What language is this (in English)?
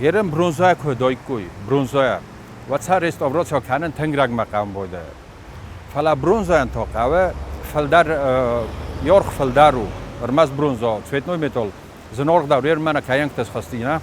Ossetic